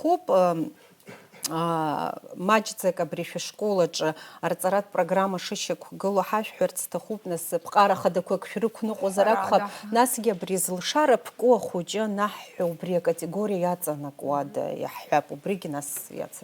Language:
Abkhazian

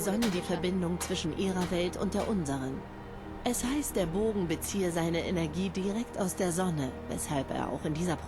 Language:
Bavarian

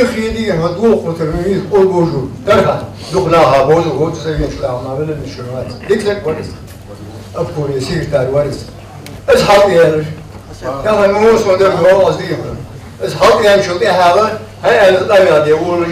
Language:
Ingush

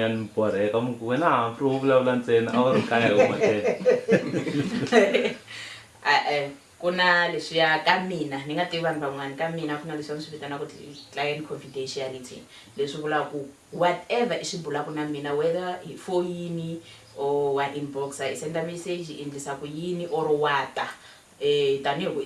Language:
Tsonga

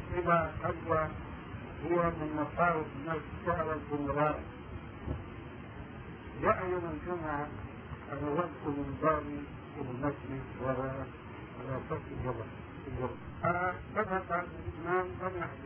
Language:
Arabic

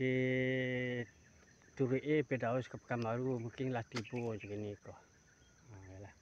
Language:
Minangkabau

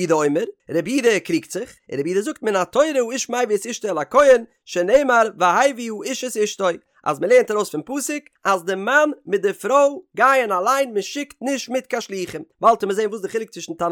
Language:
Yiddish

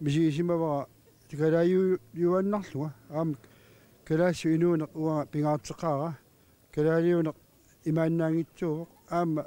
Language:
Kalaallisut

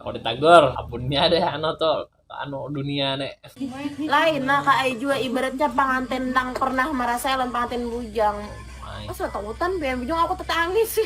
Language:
Banjar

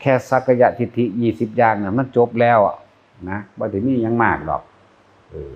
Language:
Northeastern Thai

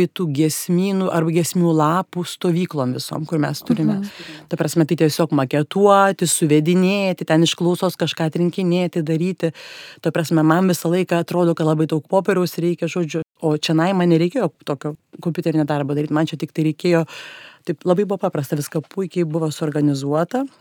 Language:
Lithuanian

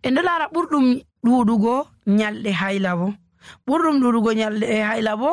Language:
Nigerian Fulfulde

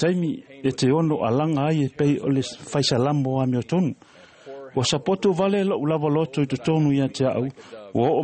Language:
Samoan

